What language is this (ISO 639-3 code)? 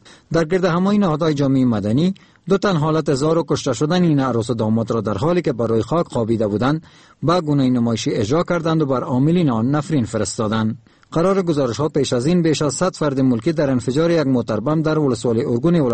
fas